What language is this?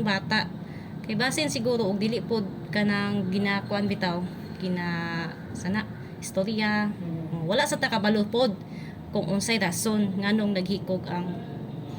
Cebuano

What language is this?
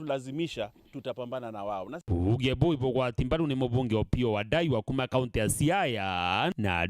Meru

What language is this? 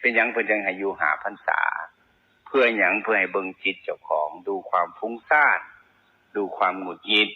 Northeastern Thai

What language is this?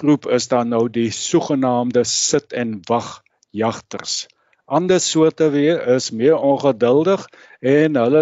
Afrikaans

